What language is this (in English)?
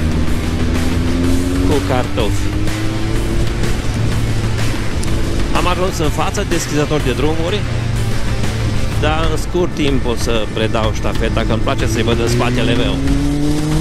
Romanian